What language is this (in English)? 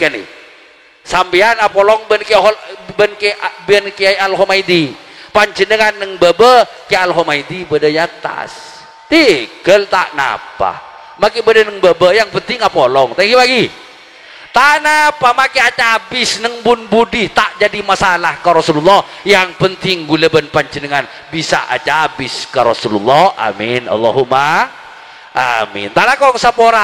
Madurese